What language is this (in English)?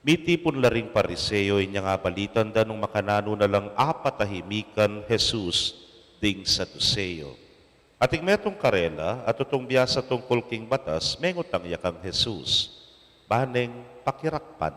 Pampanga